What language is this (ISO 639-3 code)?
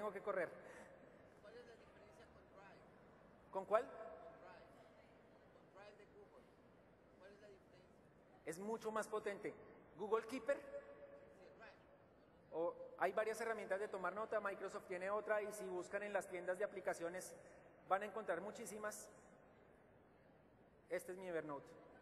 spa